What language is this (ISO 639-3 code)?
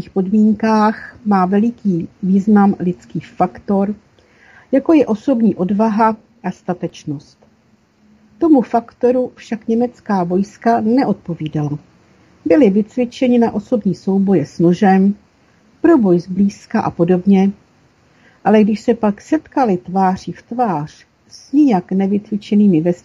ces